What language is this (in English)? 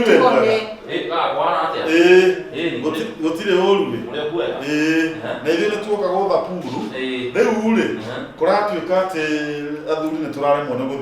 Kikuyu